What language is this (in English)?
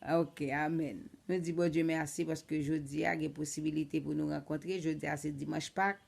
Haitian Creole